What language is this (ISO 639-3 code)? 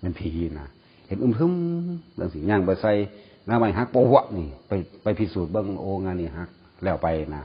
tts